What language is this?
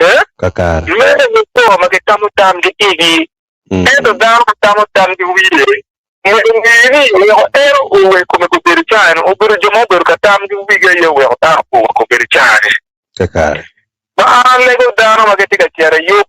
Acoli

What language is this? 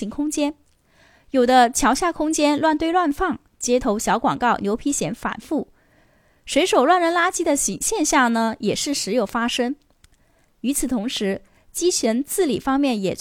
Chinese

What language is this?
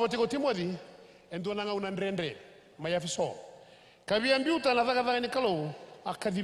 Fijian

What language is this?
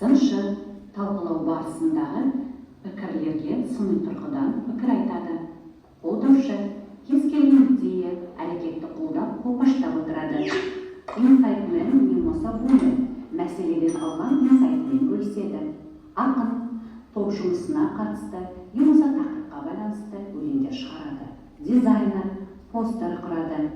Kazakh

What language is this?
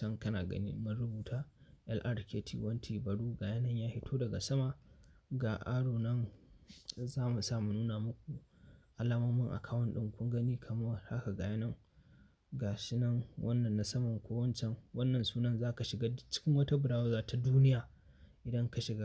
Hausa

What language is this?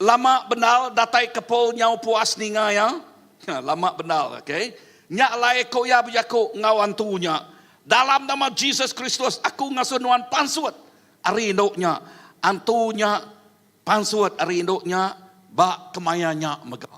Iban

